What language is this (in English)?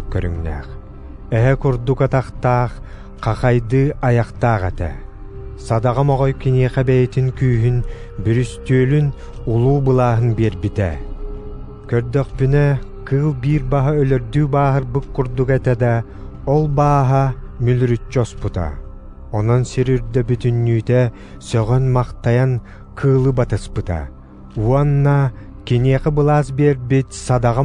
Yakut